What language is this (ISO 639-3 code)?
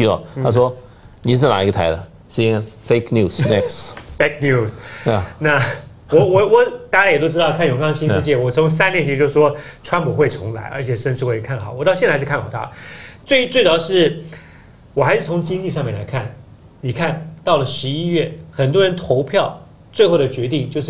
zho